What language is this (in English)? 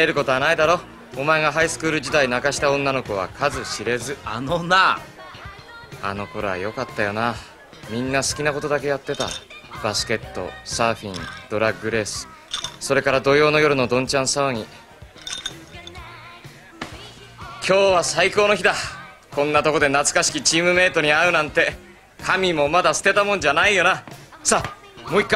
Japanese